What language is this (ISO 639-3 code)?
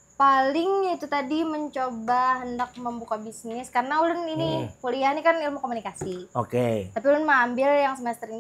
bjn